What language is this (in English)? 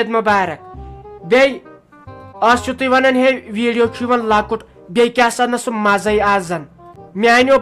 Kashmiri